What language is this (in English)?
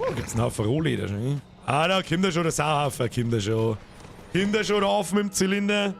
Bavarian